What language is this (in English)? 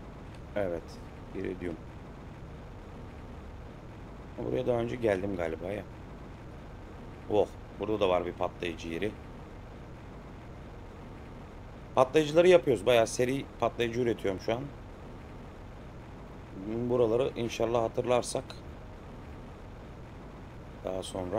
Turkish